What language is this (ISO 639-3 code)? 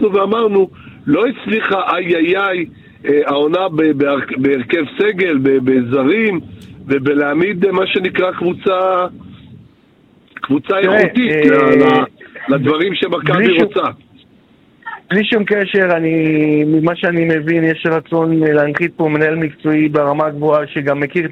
heb